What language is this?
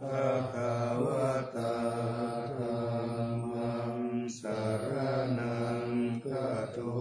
Pali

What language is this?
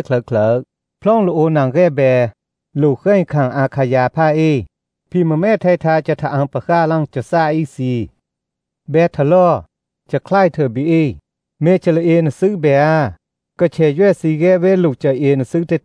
Thai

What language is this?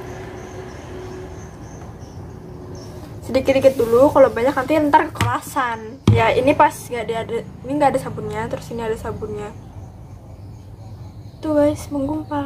Indonesian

